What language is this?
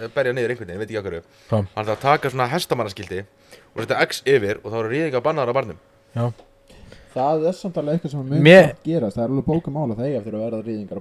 Icelandic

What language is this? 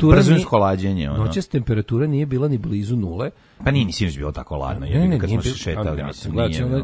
Serbian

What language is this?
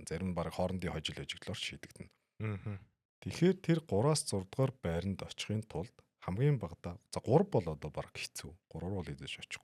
Mongolian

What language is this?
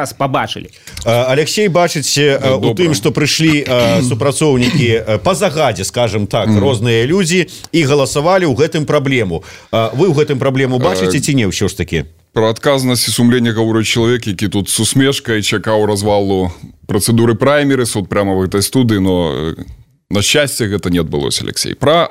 Belarusian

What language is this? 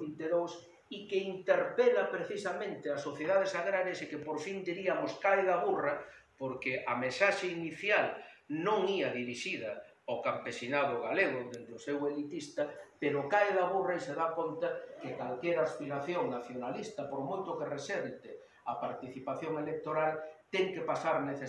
Galician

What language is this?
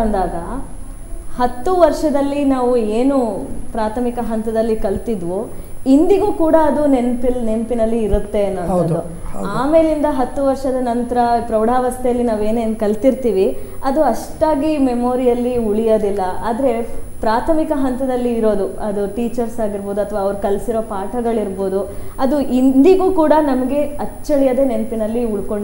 Kannada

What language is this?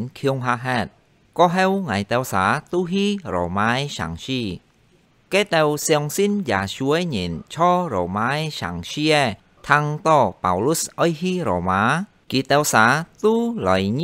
Hakka Chinese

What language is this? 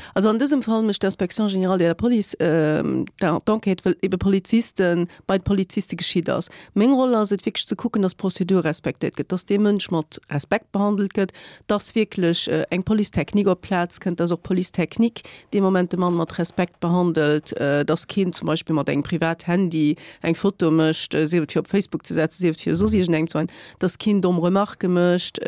Luxembourgish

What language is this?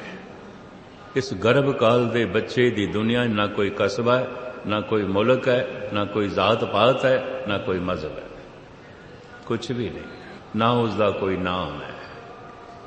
Punjabi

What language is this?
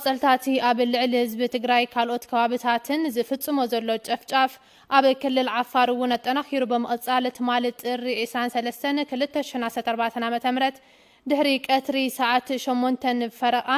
Tigrinya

